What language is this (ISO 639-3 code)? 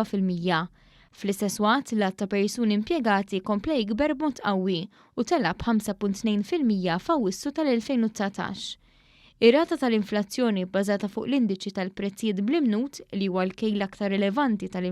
mlt